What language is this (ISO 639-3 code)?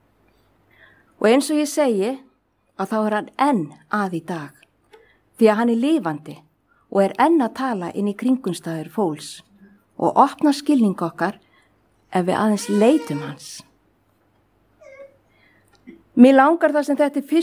isl